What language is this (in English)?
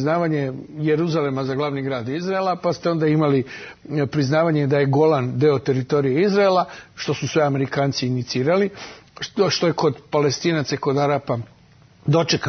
Serbian